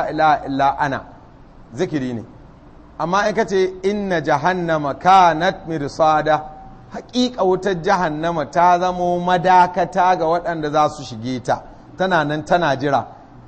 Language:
Hausa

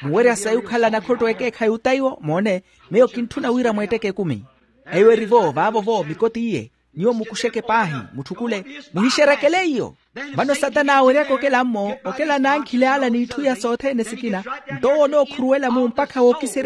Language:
Makhuwa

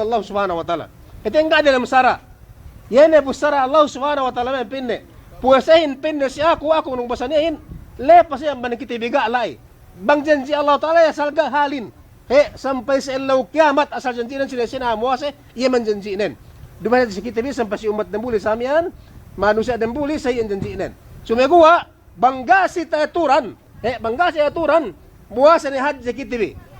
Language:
Yakan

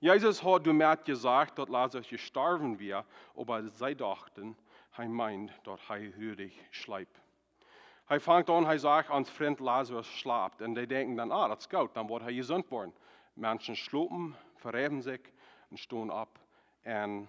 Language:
Plautdietsch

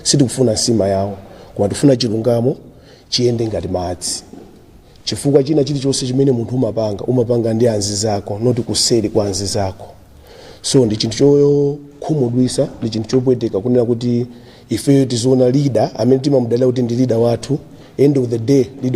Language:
Nyanja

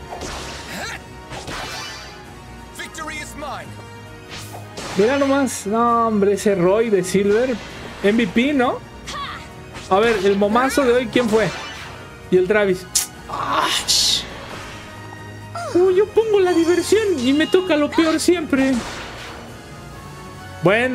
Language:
Spanish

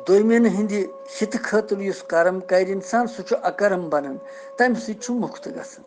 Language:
Kashmiri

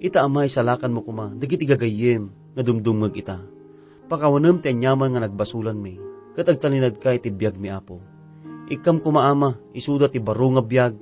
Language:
Iloko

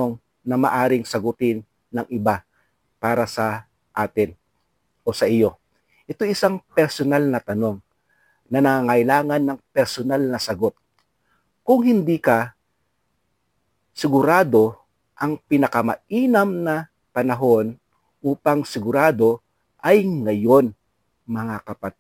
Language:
Filipino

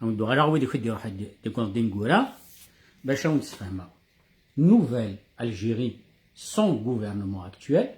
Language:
Kabyle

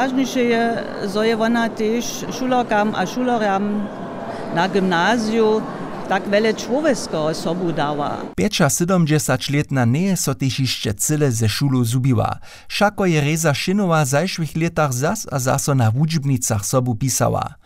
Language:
Upper Sorbian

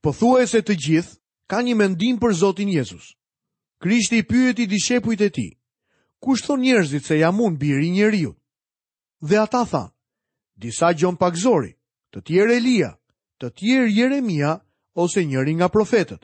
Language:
Albanian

